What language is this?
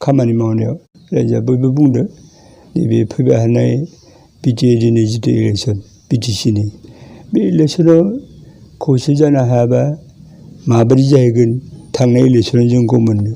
Bodo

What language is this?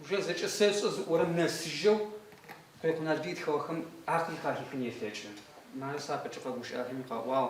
Adyghe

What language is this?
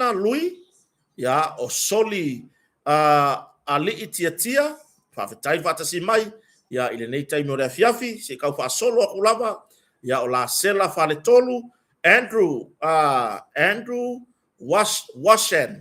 Samoan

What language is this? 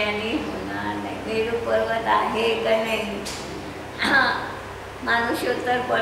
Marathi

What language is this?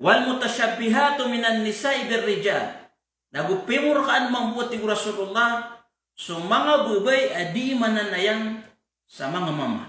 Maranao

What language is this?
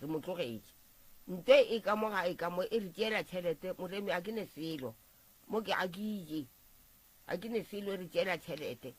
Northern Sotho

